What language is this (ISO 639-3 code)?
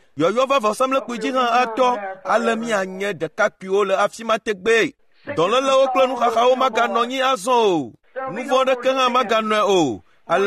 ewe